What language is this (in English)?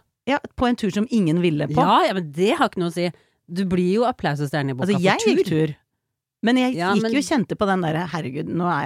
Norwegian